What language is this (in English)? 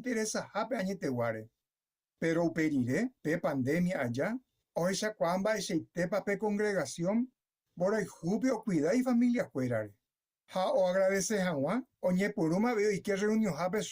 Guarani